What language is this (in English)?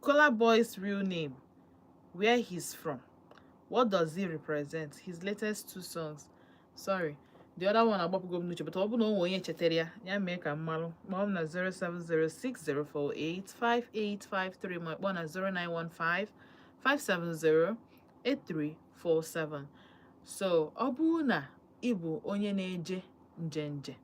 Igbo